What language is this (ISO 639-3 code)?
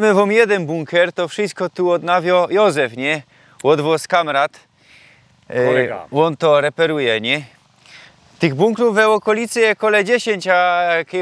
szl